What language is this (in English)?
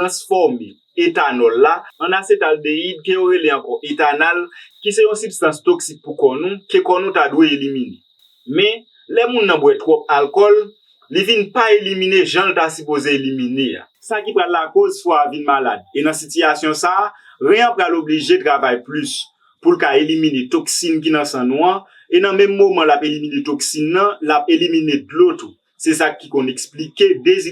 Haitian Creole